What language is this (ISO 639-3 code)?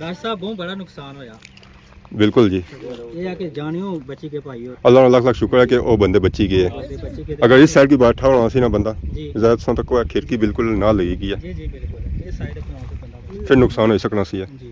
phr